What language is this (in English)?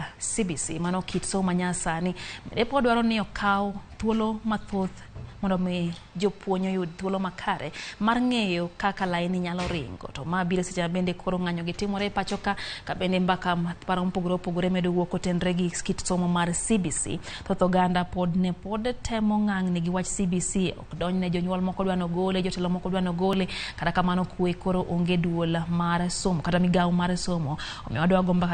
Luo (Kenya and Tanzania)